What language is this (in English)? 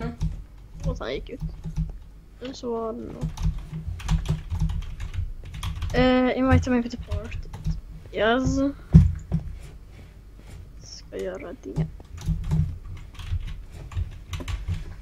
Swedish